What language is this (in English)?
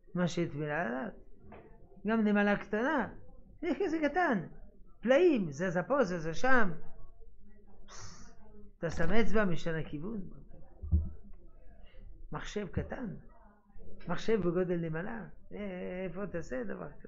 Hebrew